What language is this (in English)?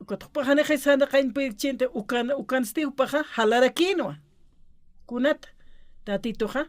Aymara